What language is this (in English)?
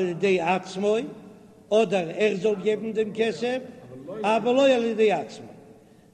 Yiddish